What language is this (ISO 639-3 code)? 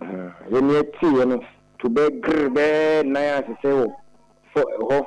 aka